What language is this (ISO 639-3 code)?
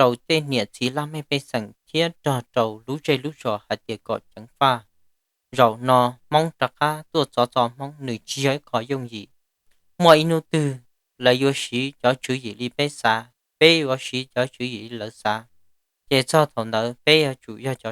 hmn